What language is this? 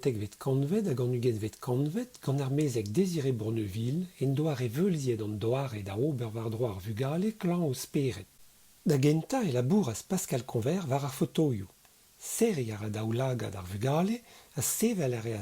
Breton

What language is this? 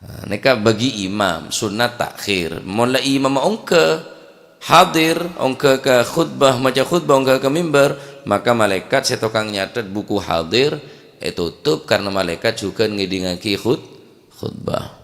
Madurese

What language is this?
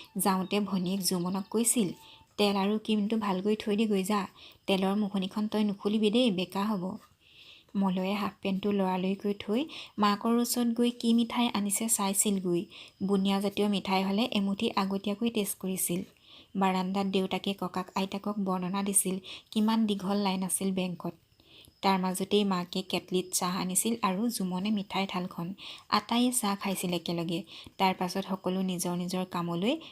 Assamese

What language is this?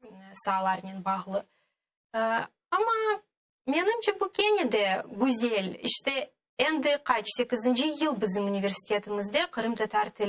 Crimean Tatar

